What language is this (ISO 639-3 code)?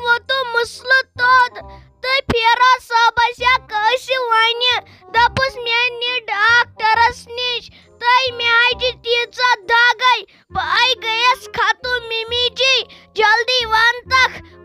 kas